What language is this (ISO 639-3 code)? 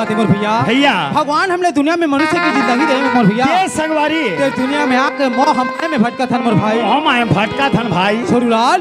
hne